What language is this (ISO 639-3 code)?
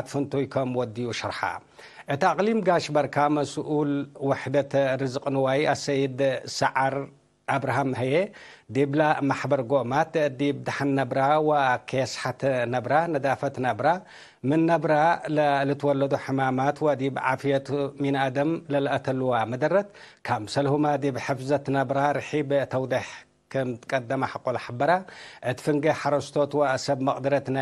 tig